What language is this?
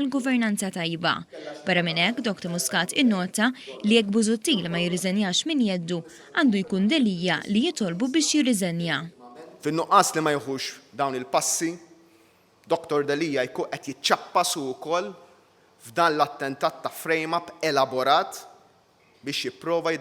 Maltese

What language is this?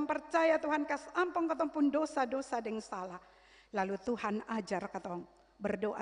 Ambonese Malay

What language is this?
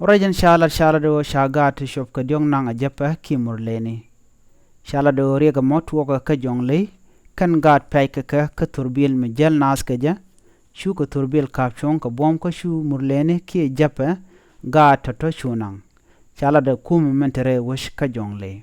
Nuer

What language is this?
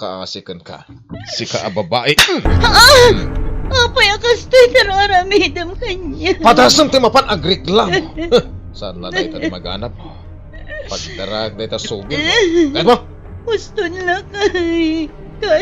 Iloko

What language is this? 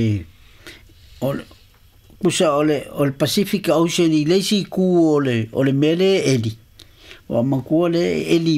Samoan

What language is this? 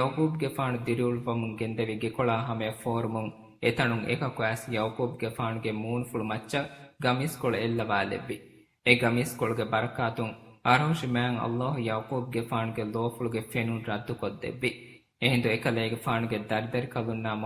Divehi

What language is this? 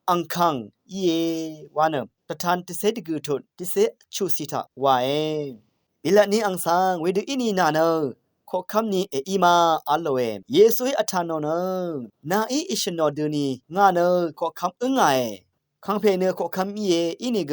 Rawang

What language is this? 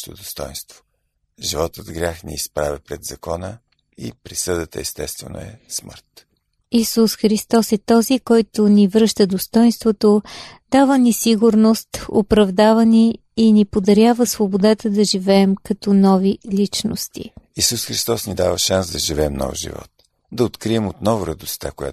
Bulgarian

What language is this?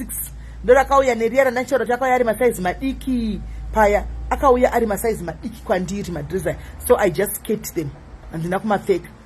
Shona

